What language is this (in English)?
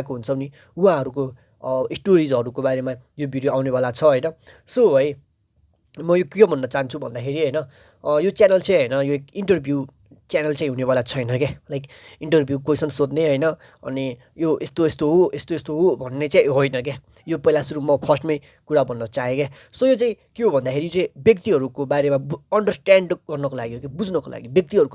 Nepali